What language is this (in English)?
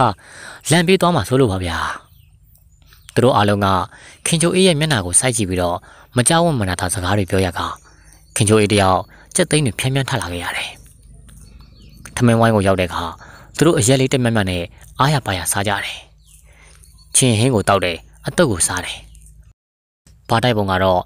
Burmese